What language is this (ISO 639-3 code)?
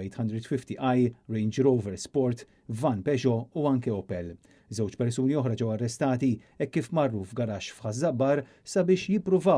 mlt